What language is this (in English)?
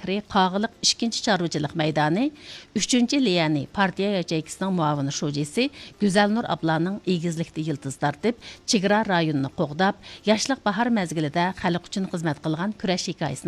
Uyghur